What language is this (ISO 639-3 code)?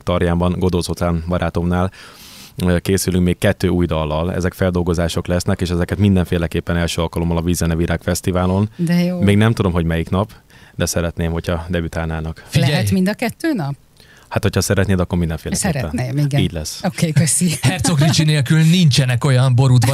hun